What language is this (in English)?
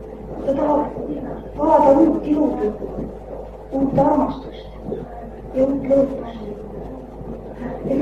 Estonian